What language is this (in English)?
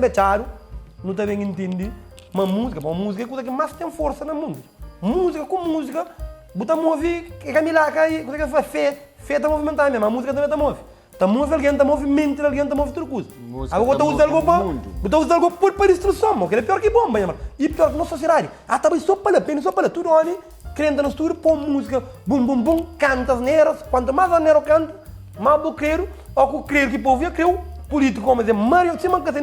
Kabuverdianu